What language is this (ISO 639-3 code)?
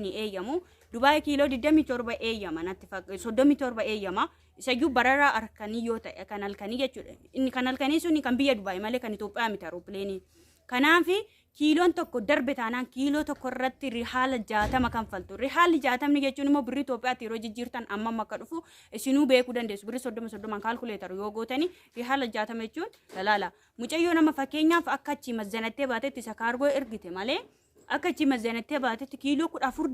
orm